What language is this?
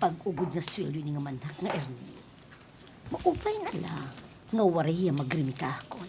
Waray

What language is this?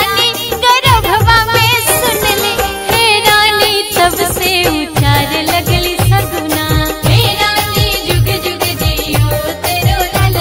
Bhojpuri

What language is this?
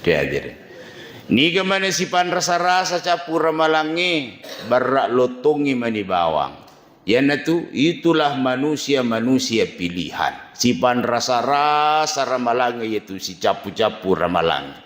Buginese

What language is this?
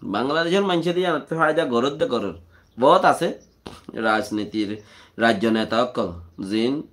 Rohingya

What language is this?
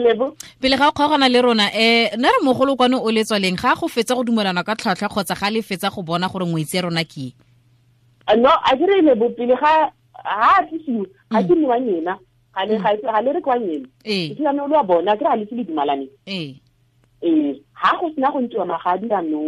Tswana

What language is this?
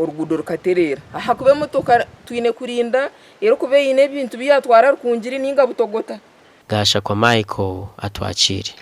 Nyankole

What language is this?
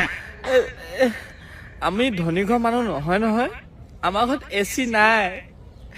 Assamese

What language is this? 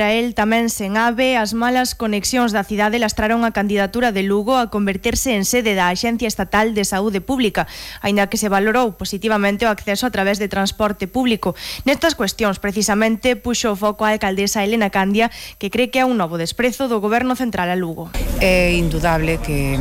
Galician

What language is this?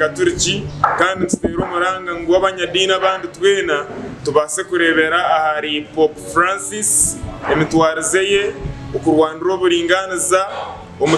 Nyankole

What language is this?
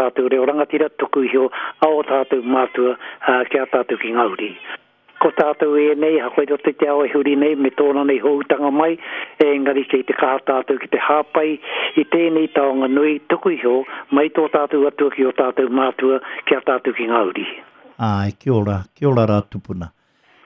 Māori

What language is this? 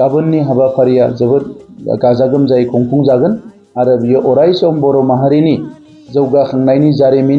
Bodo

